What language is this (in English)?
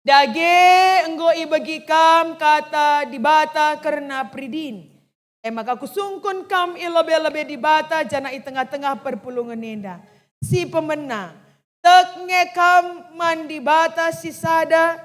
Batak Karo